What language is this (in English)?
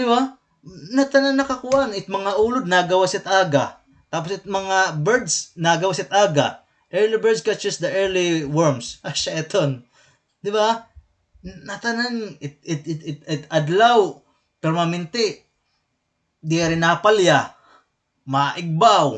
Waray